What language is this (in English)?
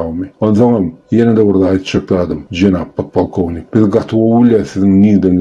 Turkmen